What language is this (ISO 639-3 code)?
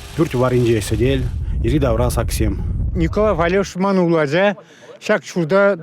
chv